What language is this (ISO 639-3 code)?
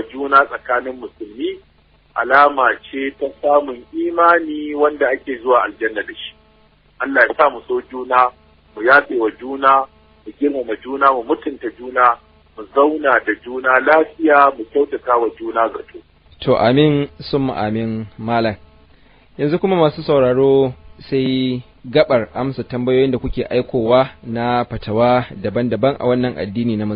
hau